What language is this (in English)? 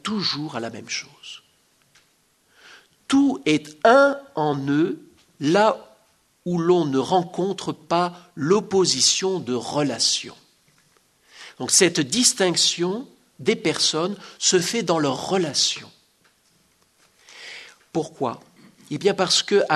French